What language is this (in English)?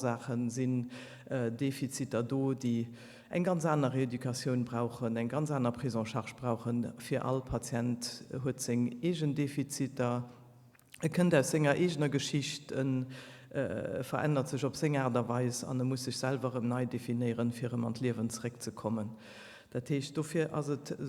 Luxembourgish